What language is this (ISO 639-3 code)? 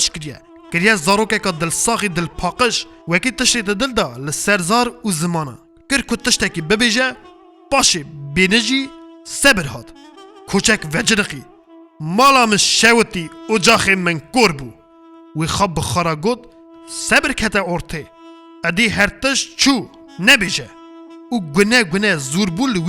kur